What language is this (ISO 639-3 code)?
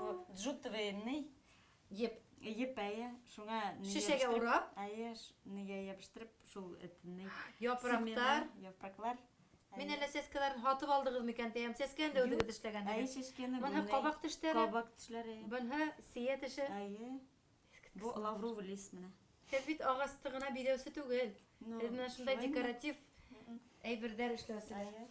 bak